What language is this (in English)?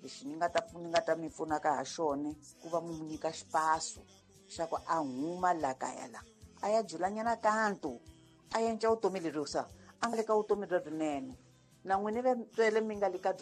Tsonga